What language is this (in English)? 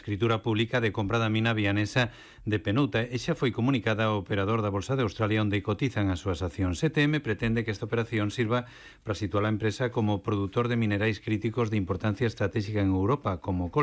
Galician